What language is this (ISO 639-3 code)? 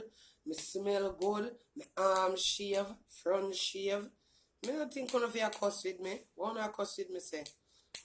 jam